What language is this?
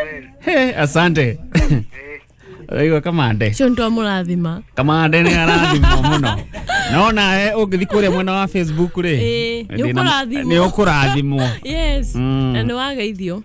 Kikuyu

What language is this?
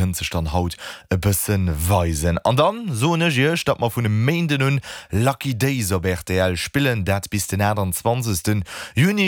Luxembourgish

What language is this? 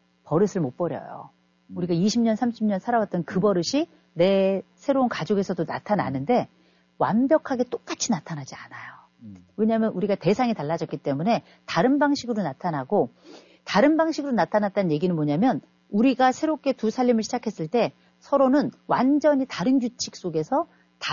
Korean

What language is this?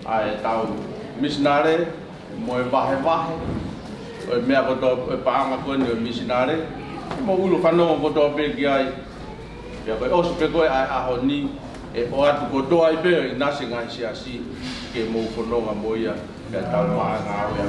Tongan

